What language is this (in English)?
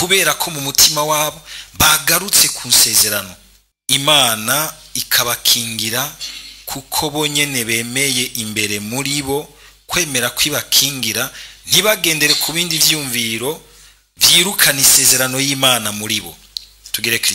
Rundi